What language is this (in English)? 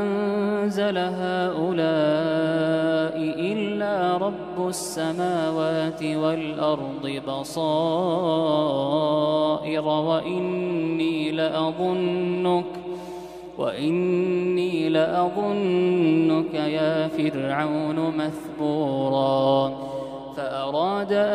Arabic